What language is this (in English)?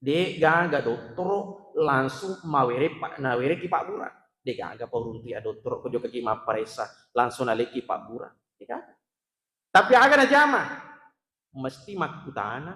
Buginese